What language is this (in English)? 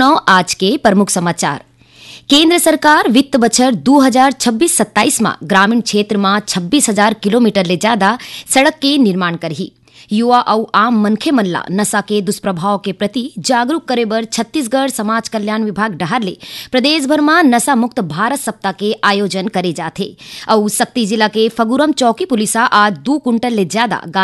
Chhattisgarhi